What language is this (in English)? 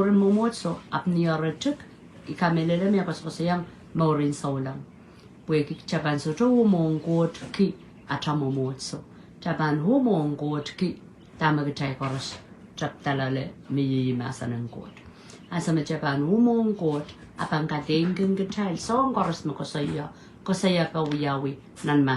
Pohnpeian